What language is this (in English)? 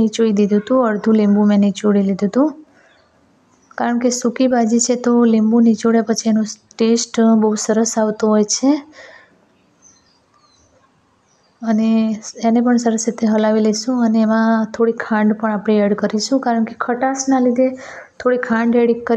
Gujarati